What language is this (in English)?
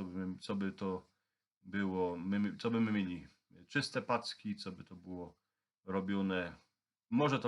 Silesian